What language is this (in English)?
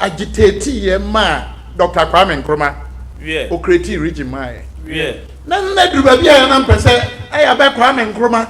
Akan